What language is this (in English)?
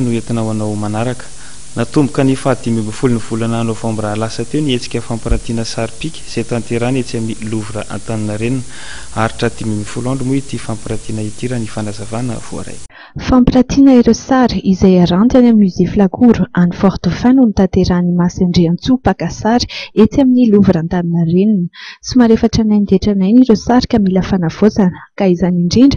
Malagasy